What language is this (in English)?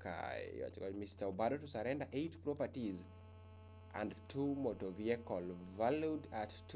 Luo (Kenya and Tanzania)